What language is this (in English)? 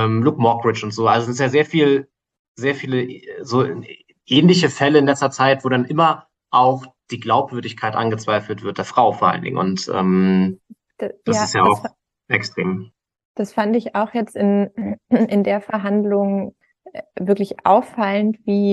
German